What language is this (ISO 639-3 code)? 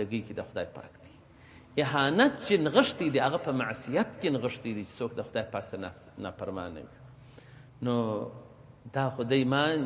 pus